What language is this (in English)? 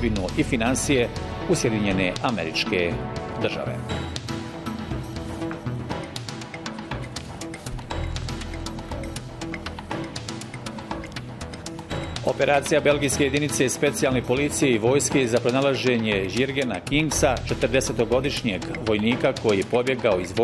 Bosnian